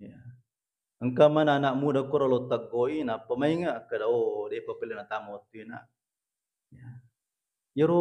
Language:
Buginese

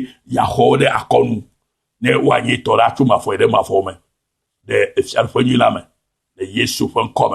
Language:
Ewe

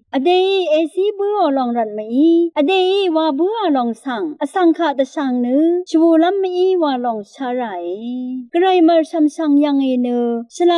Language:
Rawang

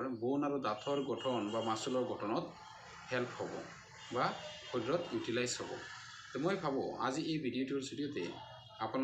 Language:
Assamese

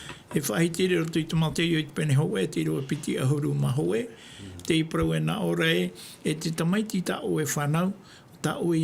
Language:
Tahitian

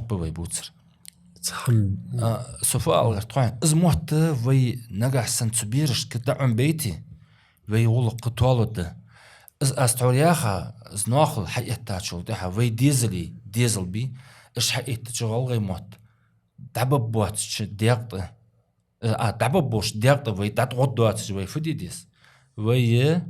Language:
Ingush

